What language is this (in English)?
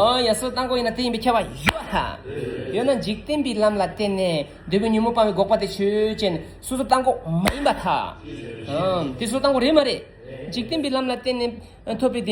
Tibetan